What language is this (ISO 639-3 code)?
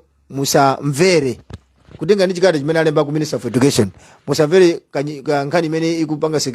nya